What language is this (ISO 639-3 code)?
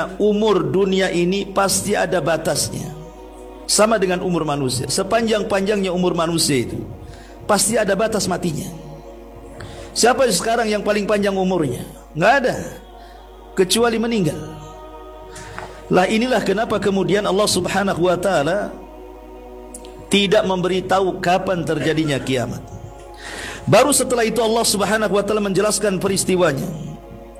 ind